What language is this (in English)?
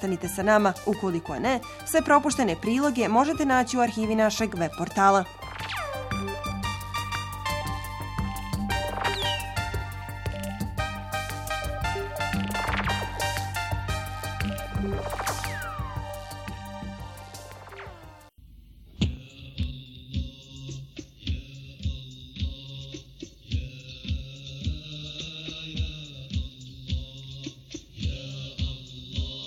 Bosnian